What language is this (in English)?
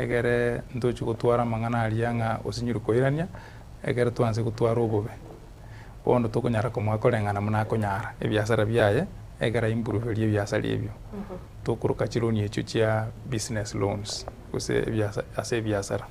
Gusii